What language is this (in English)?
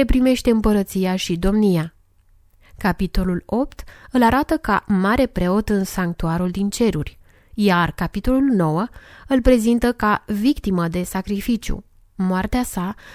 Romanian